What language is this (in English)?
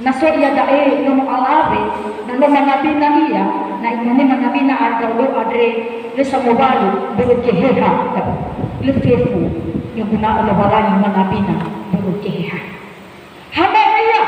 Nias